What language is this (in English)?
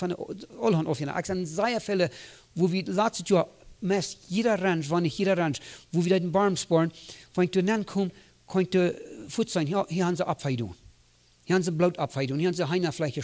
Plautdietsch